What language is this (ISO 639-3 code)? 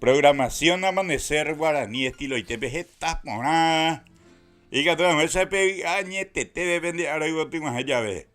grn